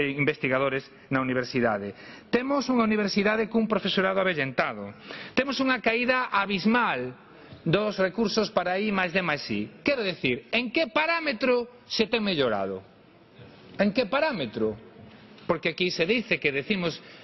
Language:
Galician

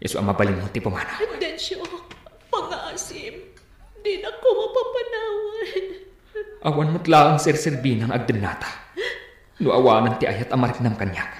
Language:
Iloko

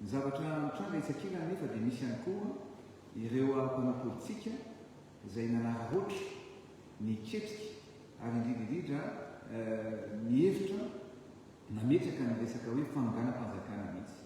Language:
Malagasy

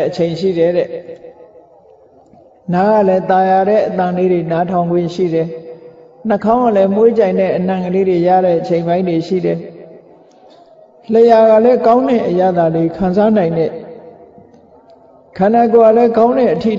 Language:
Burmese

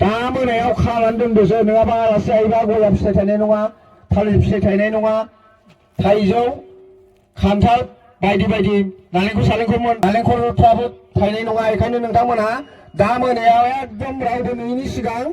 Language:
Bodo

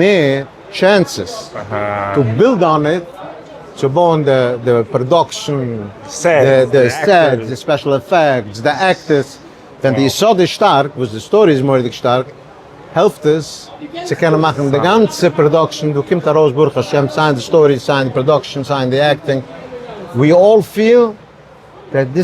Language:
Yiddish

